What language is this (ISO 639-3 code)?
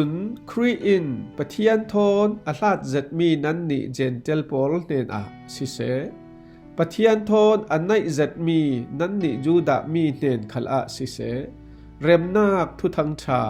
cfm